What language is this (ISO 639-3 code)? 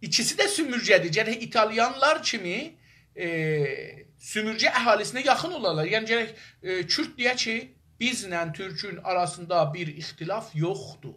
azb